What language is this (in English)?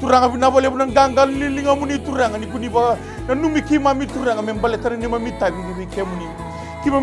Fijian